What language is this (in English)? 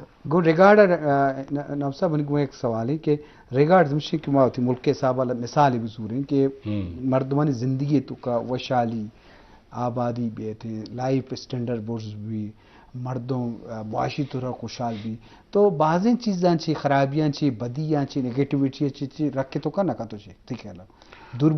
Eastern Balochi